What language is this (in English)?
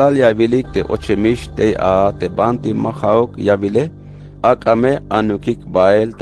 Tzeltal